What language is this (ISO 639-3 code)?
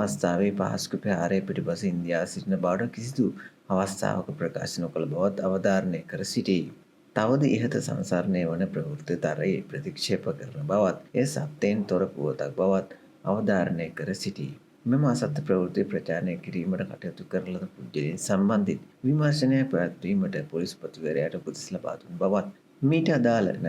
sin